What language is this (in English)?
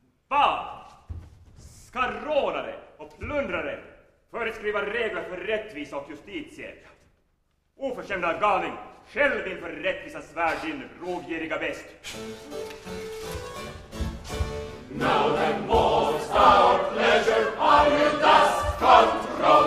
Swedish